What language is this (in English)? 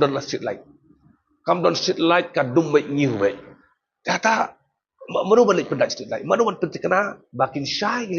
Khasi